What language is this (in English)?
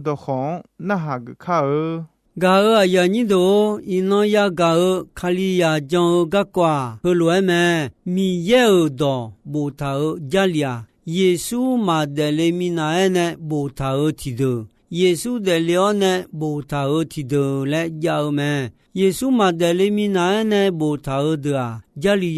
Akha